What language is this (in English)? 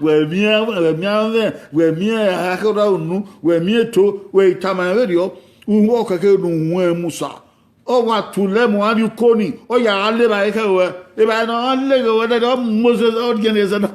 Bini